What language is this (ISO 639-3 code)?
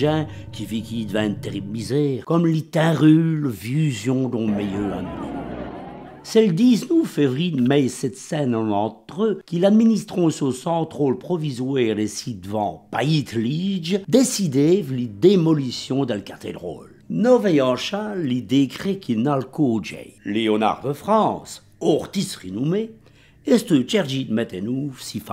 wln